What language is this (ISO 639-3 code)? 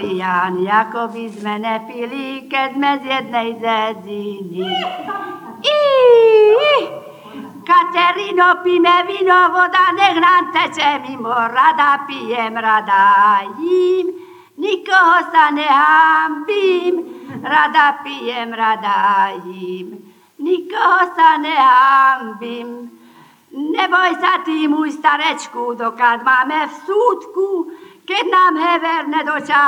slk